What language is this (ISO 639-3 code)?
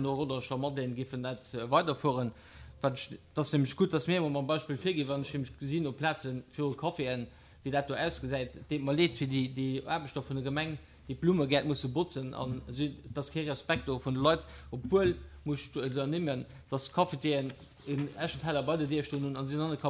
ltz